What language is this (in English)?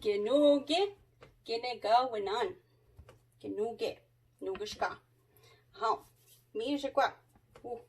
Chippewa